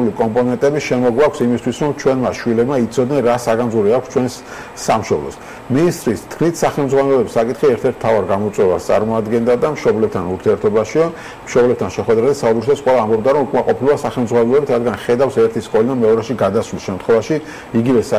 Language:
Georgian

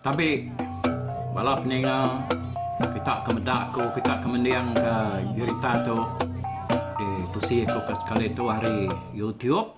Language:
Iban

